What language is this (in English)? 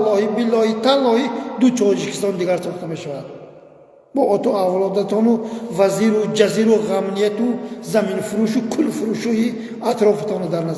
Tajik